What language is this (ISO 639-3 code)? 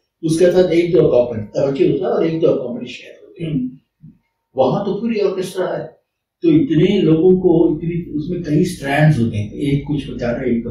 hin